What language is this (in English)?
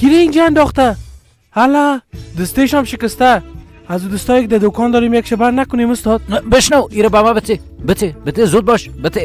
Persian